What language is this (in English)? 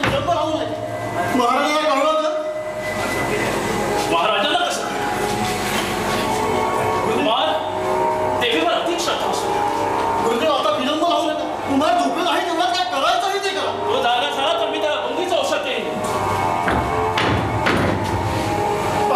Marathi